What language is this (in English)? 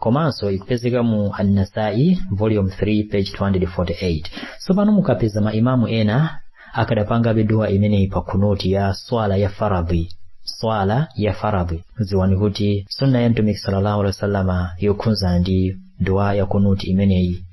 Nyanja